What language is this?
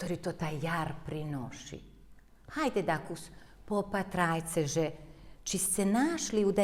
Rusyn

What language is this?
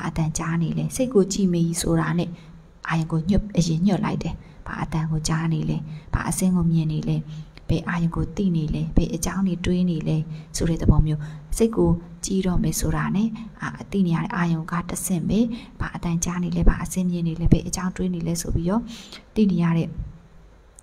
Burmese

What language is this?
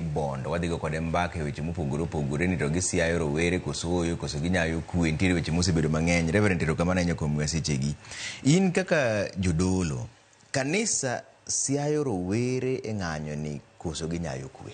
Luo (Kenya and Tanzania)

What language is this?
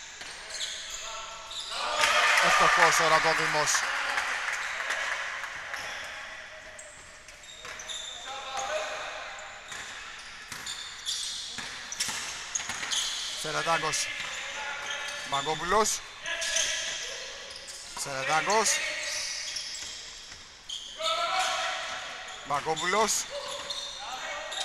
Greek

